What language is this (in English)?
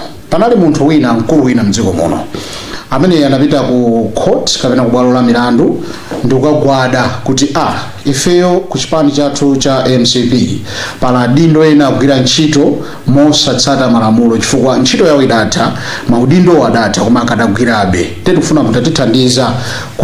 Nyanja